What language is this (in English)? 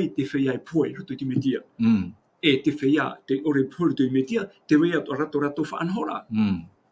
Tahitian